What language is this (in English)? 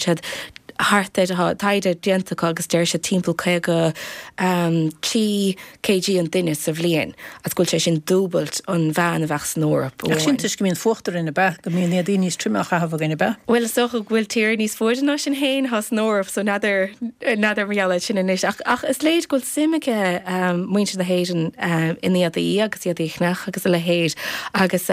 Irish